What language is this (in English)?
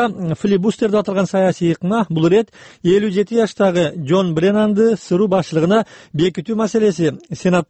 Kyrgyz